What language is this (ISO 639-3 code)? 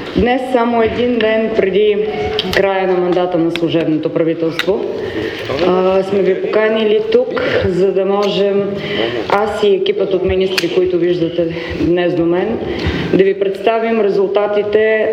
bul